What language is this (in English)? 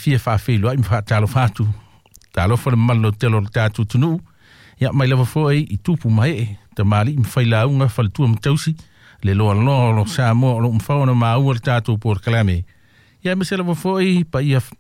Samoan